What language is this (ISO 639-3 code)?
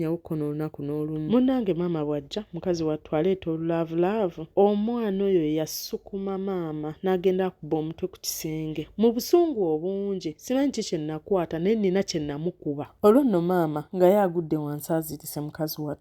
lug